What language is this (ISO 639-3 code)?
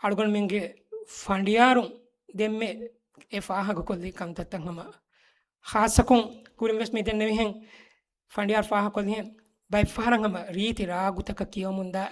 div